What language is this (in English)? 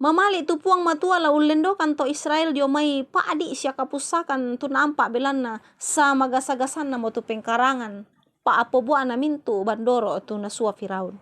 Toraja-Sa'dan